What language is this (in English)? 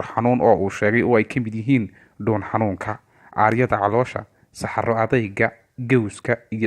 Somali